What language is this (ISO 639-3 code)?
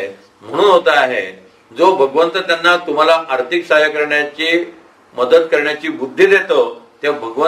mar